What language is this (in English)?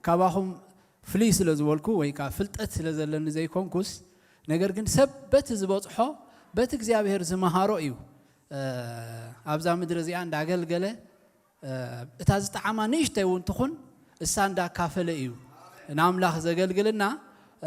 Tigrinya